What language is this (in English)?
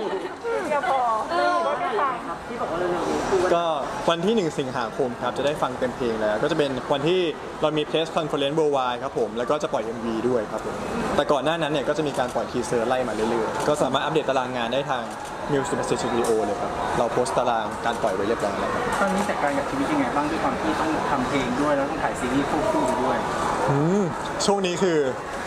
Thai